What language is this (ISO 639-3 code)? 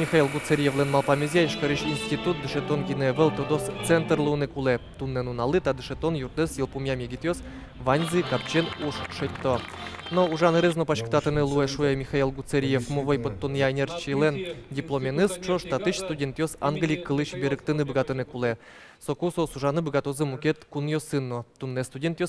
udm